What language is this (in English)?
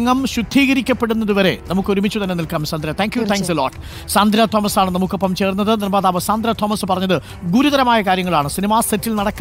Malayalam